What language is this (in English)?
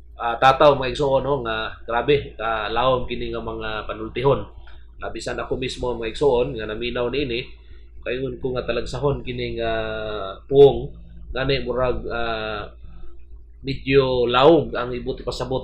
Cebuano